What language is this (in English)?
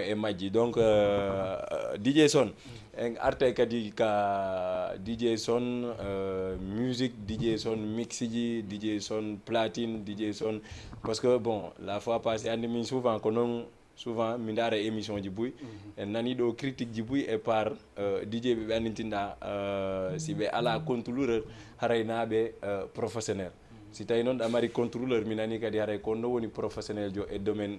Fula